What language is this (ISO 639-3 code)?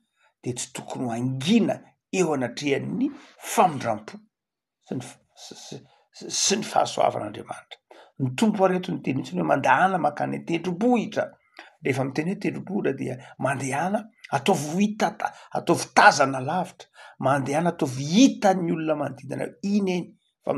mlg